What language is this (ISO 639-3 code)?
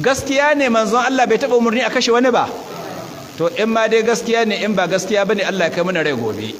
hau